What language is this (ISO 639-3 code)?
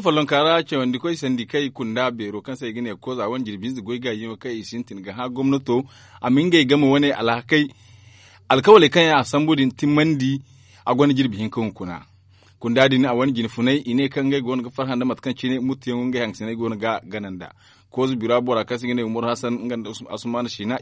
dje